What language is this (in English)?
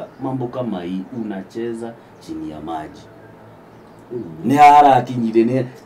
Kikuyu